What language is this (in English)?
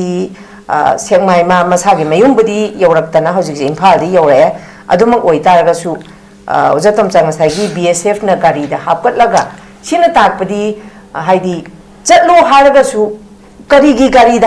Manipuri